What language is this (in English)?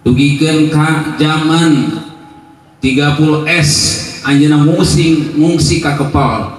Sundanese